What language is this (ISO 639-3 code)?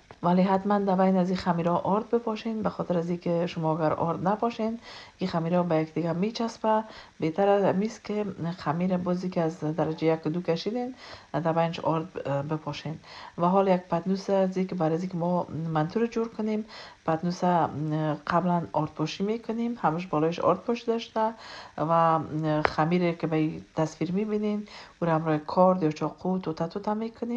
fas